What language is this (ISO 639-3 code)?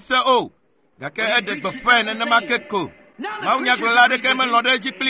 ewe